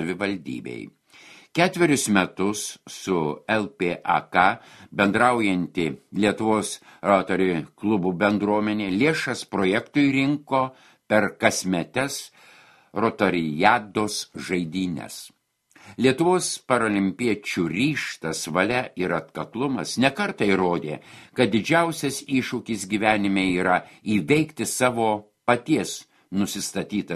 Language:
Lithuanian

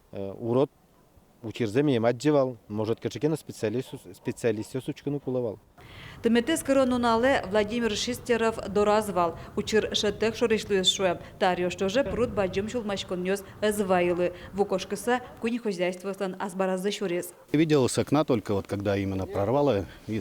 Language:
Udmurt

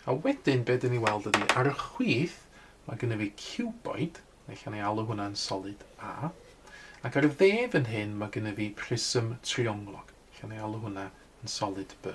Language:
Welsh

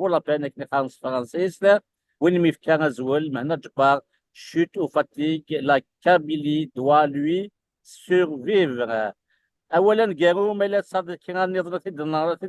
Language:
Kabyle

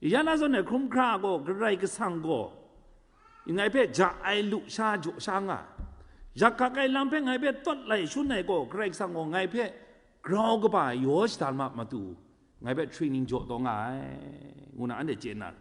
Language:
Kachin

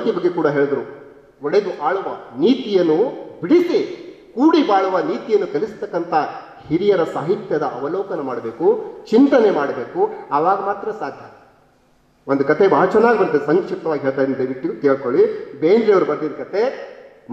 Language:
Kannada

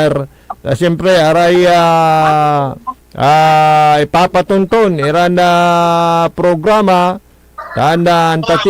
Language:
Pangasinan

